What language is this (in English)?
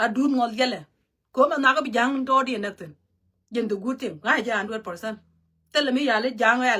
Nuer